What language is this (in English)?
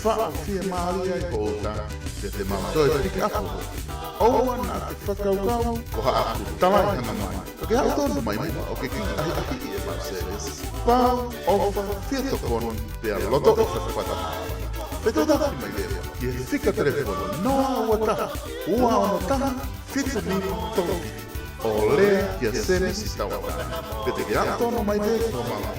Tongan